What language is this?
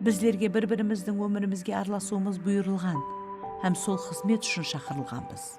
Kara-Kalpak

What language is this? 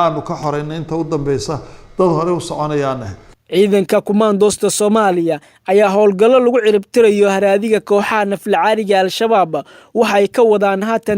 Somali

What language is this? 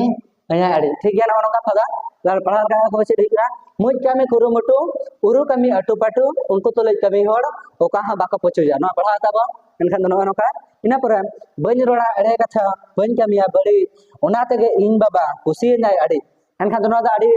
Santali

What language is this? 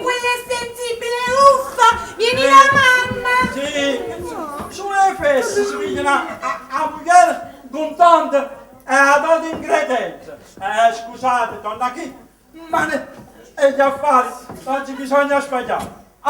Neapolitan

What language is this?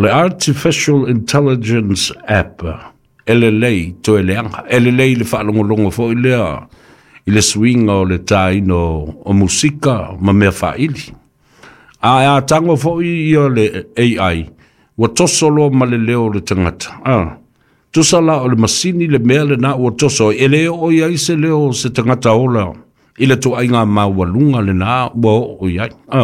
Samoan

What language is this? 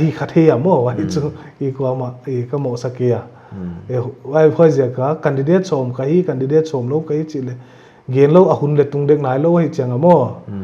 Paite Chin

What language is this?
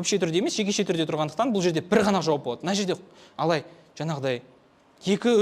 Kazakh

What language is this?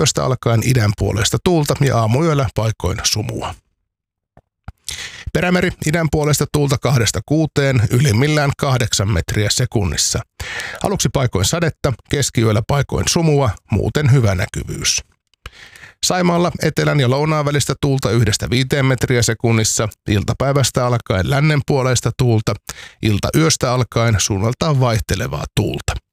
Finnish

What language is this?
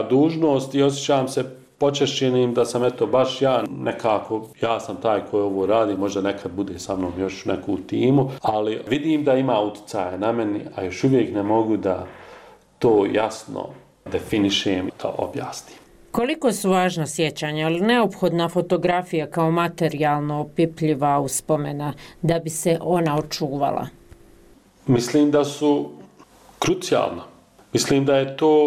Bosnian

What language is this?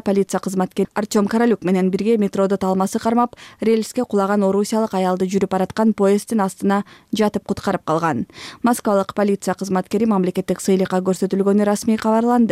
Kyrgyz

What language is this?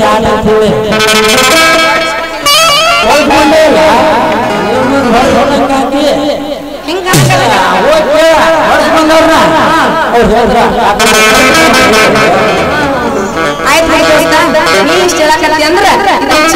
Kannada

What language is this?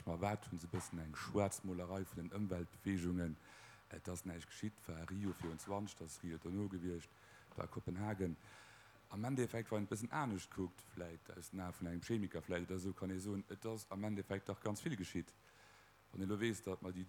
Luxembourgish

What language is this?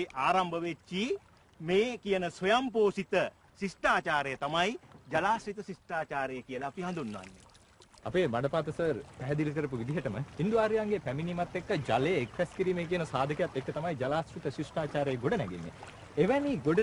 Sinhala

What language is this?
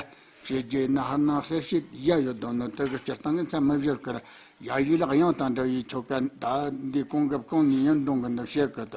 Tibetan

